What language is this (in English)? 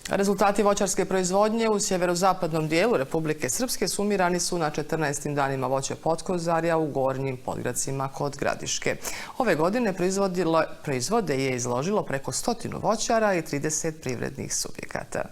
Bosnian